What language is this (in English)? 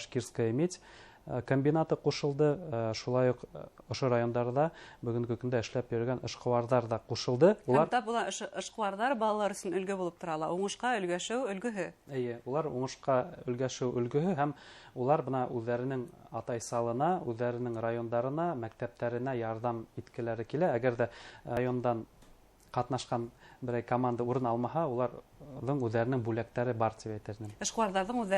Bashkir